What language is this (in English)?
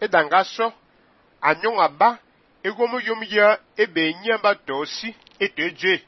Fang